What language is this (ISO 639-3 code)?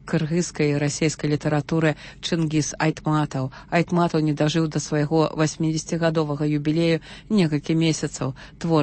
bel